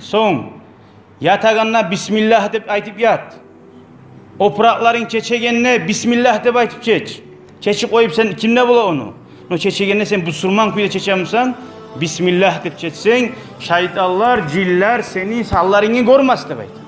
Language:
Kumyk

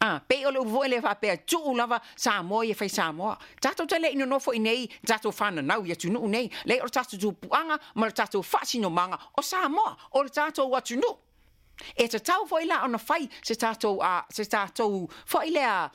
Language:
Samoan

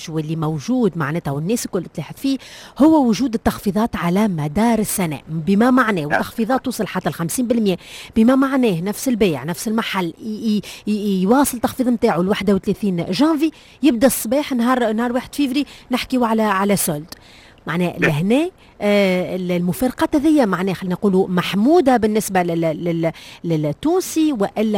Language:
Tunisian Arabic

